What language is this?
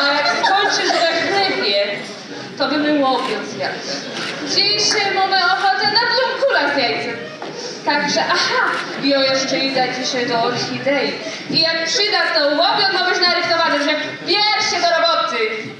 Silesian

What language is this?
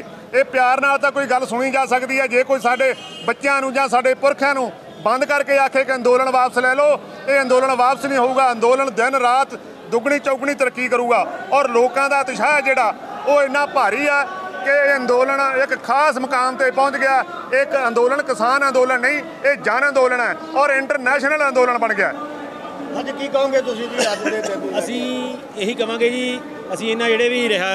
Punjabi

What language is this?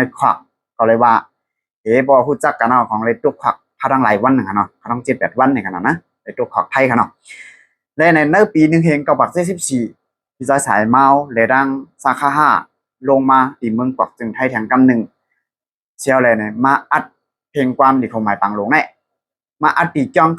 Shan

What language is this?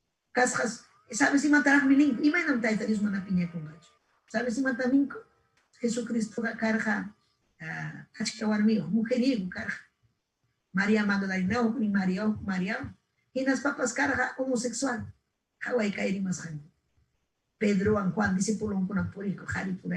Ayacucho Quechua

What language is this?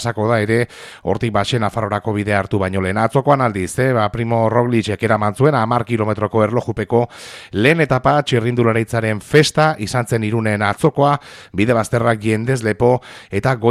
Basque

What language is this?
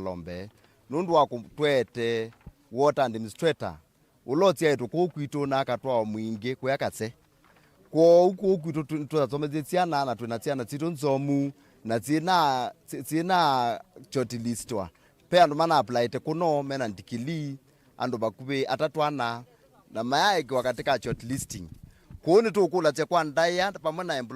Kamba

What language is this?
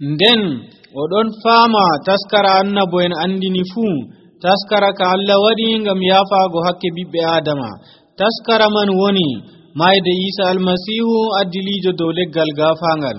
Nigerian Fulfulde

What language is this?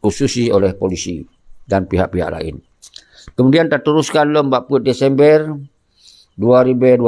Achinese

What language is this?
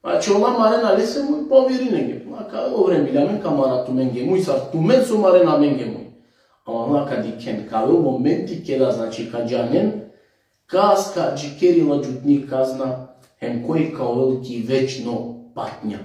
Balkan Romani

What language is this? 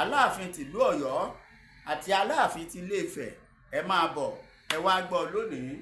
Yoruba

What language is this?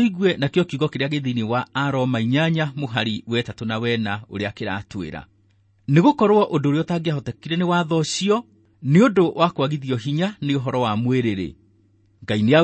Kikuyu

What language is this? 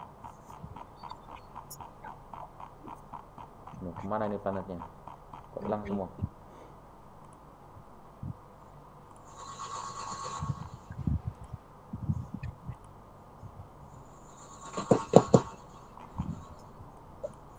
Indonesian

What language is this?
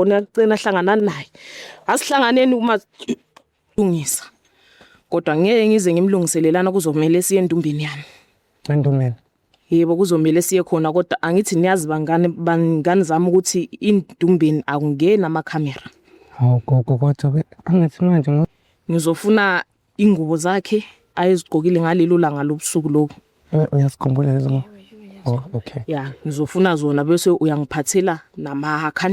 Zulu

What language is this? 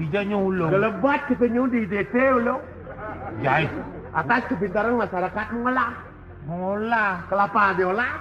Balinese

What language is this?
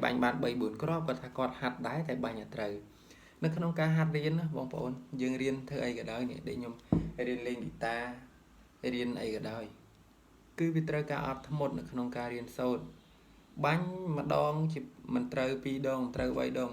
Khmer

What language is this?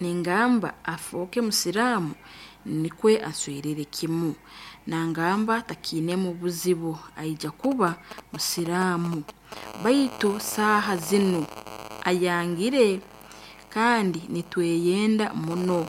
Nyoro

